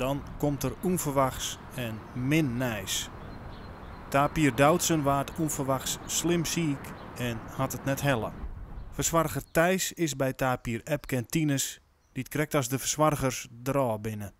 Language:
Western Frisian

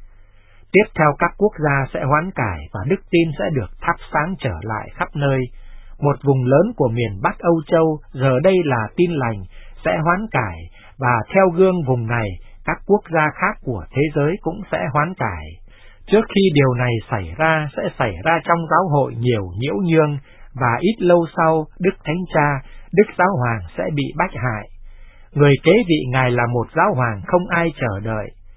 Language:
Vietnamese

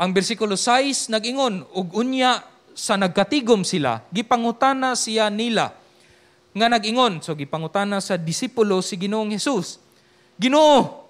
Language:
Cebuano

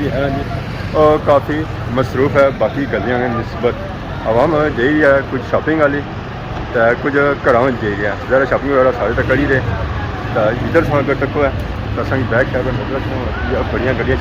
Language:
Pahari-Potwari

